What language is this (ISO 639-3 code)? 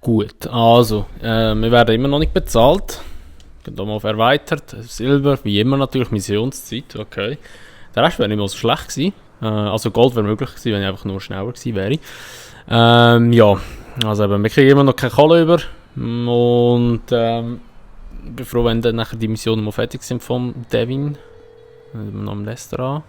gsw